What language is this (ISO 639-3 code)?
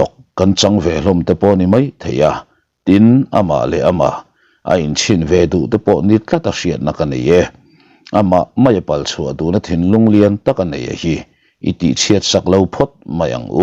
lus